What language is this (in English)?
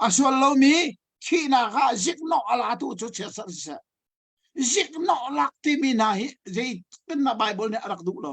Hakha Chin